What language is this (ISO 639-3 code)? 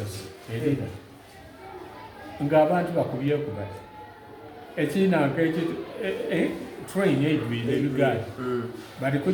xog